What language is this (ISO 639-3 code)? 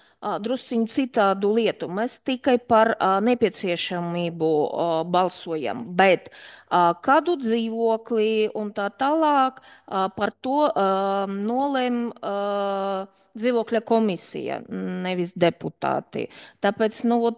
lav